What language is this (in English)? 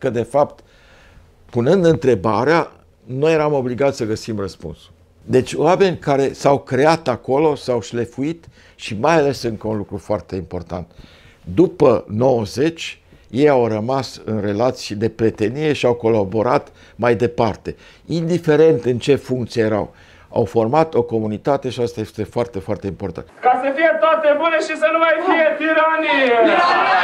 Romanian